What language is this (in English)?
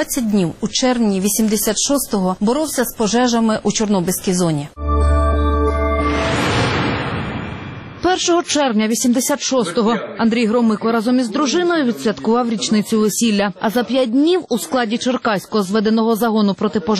Ukrainian